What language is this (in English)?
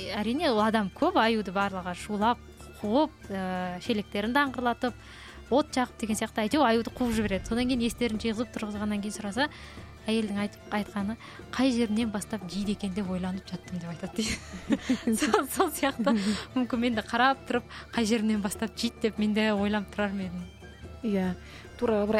Kazakh